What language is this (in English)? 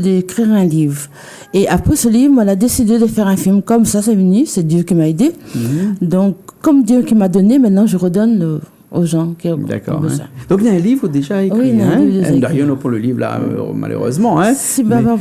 Réunion Creole French